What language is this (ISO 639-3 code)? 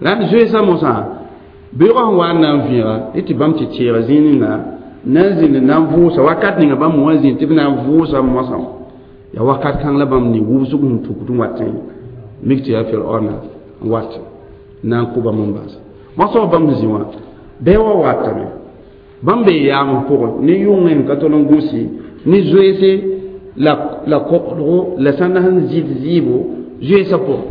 mos